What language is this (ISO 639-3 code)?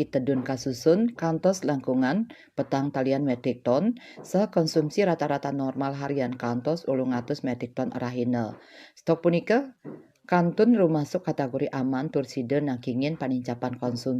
ban